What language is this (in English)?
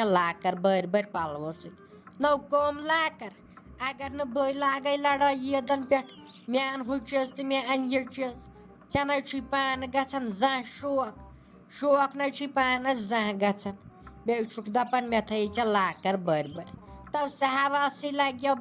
Kashmiri